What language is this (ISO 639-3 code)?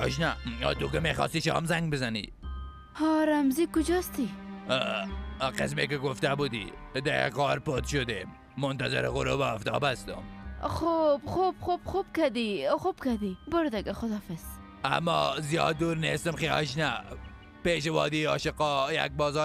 fas